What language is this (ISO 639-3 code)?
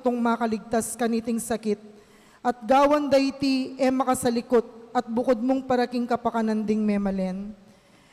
pam